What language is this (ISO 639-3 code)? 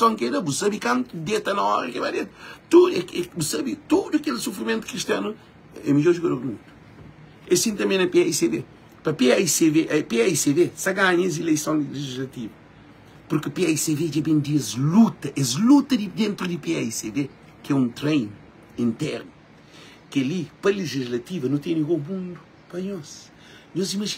kea